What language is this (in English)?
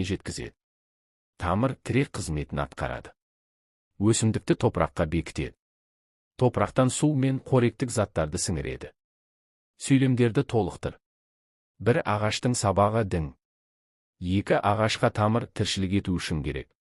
Kazakh